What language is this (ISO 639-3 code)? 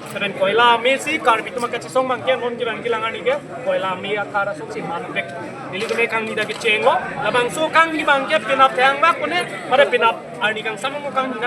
mjw